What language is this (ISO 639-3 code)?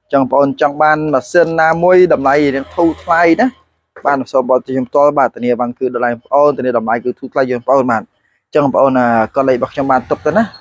khm